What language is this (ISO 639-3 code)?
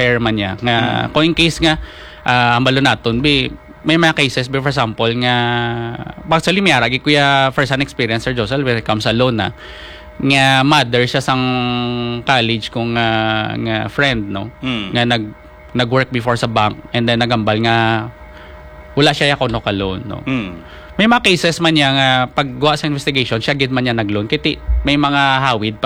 hil